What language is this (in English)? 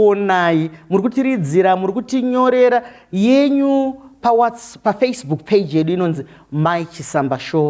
Shona